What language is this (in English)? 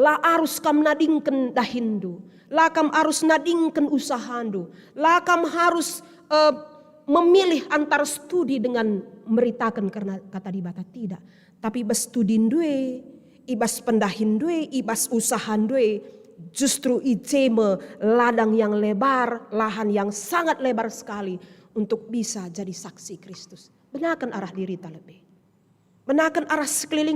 Batak Karo